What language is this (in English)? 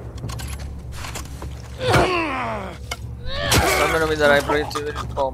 Italian